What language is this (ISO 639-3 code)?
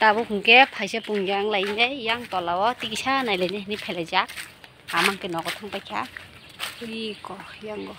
trp